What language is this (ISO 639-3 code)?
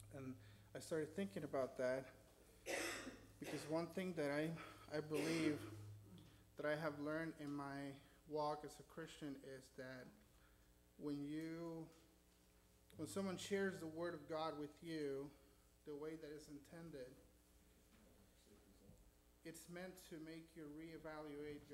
eng